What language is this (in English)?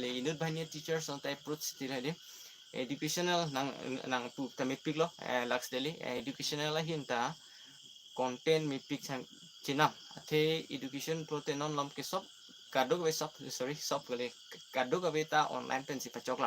Karbi